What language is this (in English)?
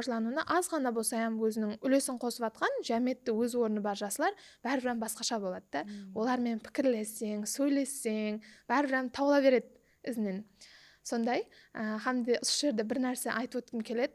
Kara-Kalpak